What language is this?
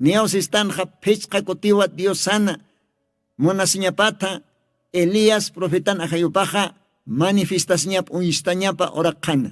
Aymara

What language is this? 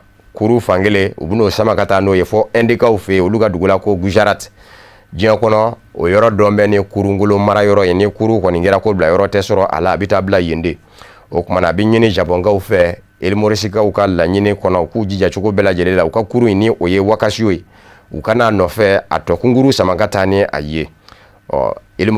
Bambara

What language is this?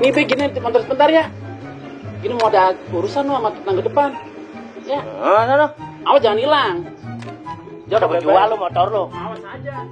Betawi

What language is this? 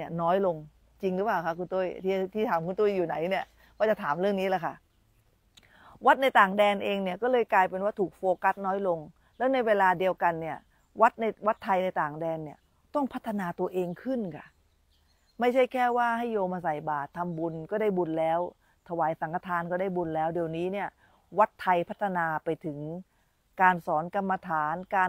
Thai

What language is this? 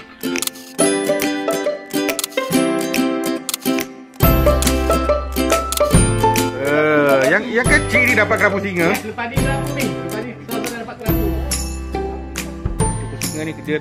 Malay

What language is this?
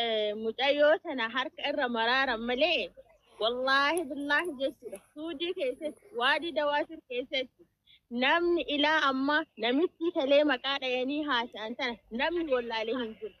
Oromo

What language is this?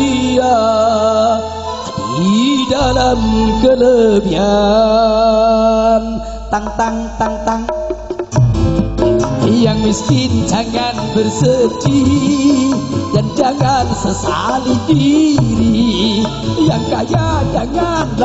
Javanese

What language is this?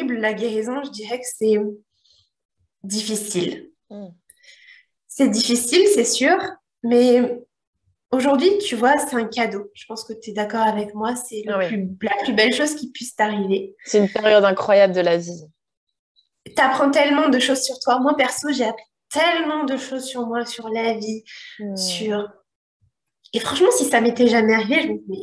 French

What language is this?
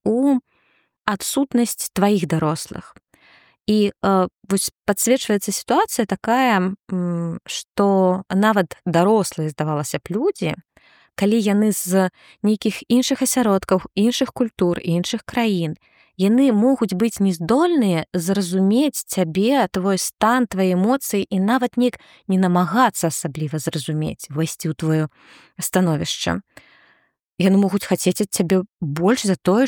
Belarusian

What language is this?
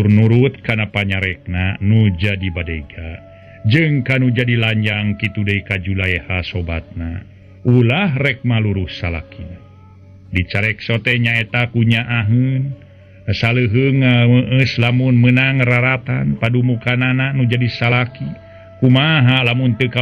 Sundanese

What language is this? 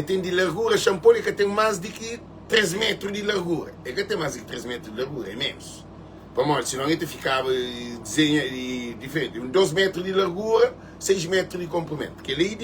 Kabuverdianu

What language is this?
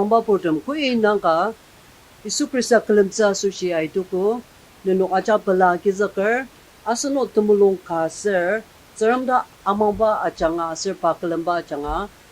Ao Naga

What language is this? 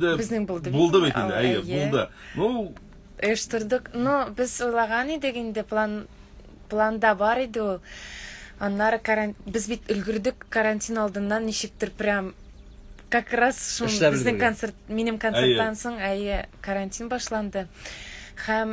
Tatar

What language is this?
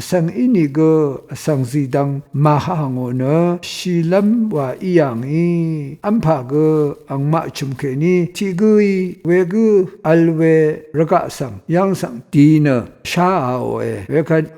Rawang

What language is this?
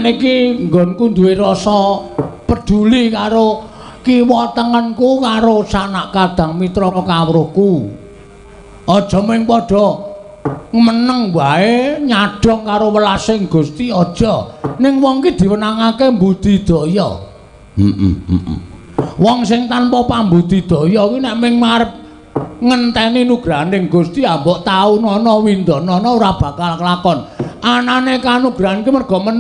Javanese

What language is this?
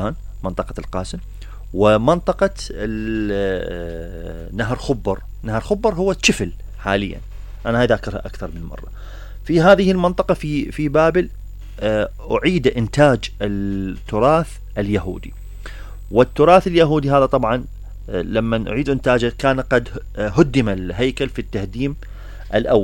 Mesopotamian Arabic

